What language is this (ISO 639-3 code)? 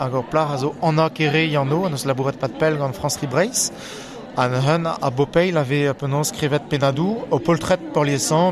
bre